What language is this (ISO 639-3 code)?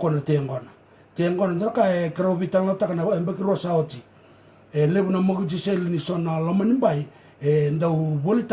fij